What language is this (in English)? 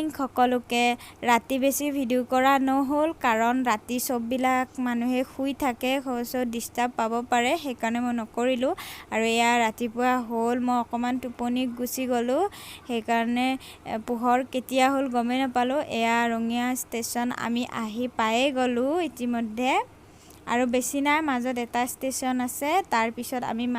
Assamese